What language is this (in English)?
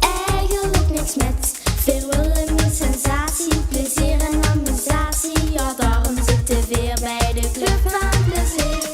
Limburgish